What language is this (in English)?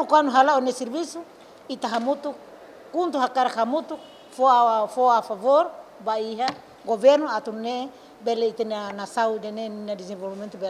Tetum